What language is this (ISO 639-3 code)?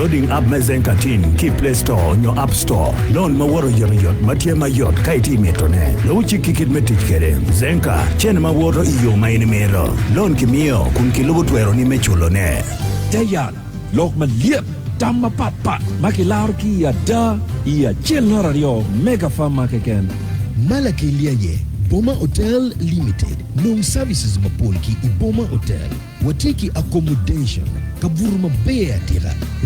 ach